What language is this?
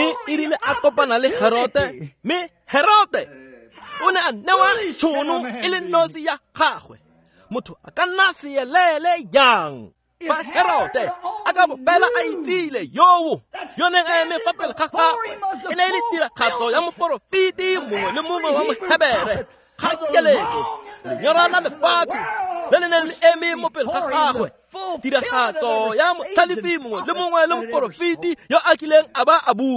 Tswana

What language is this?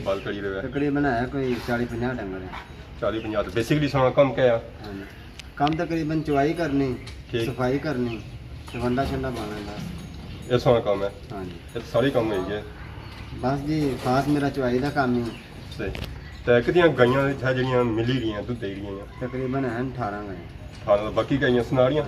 Pahari-Potwari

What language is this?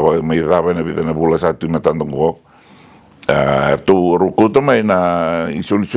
Fijian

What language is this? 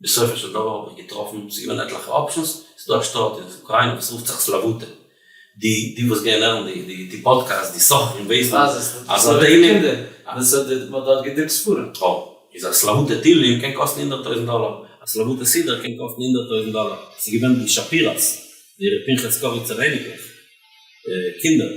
Yiddish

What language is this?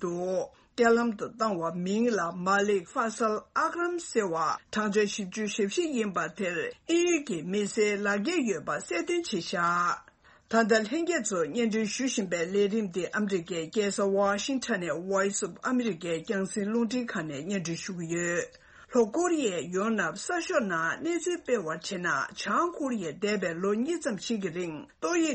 Tibetan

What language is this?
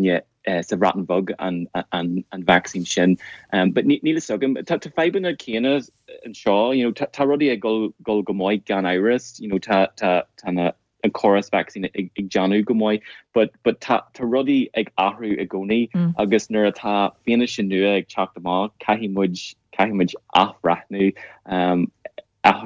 Irish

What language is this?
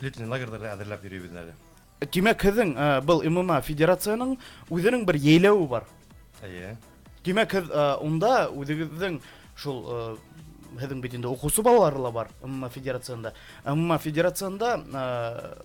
Bashkir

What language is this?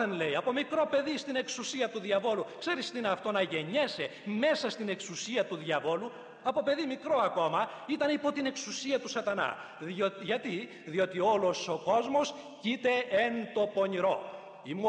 Greek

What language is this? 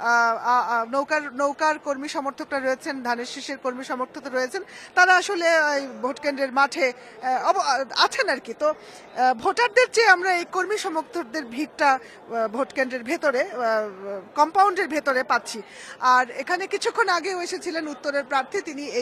Bangla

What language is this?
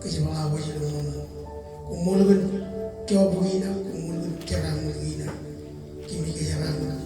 Marshallese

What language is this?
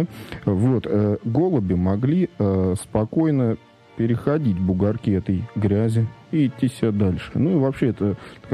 Russian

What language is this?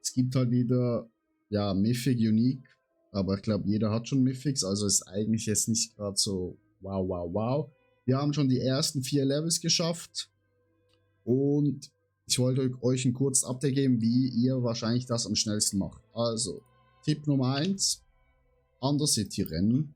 Swiss German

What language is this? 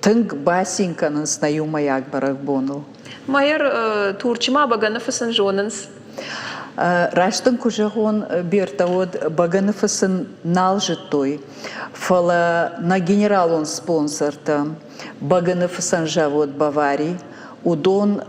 Ossetic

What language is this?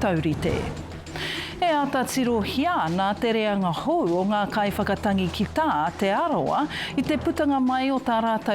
Māori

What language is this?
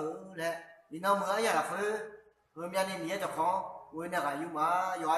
Akha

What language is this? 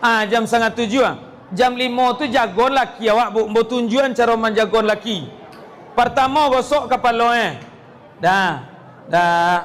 Minangkabau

